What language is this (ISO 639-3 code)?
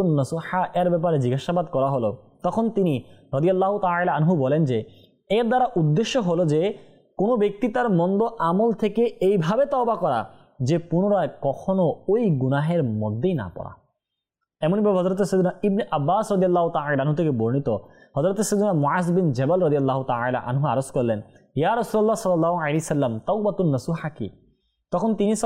ben